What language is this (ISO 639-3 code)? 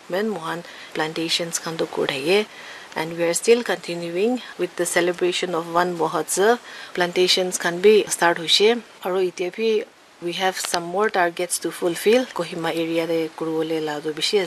nag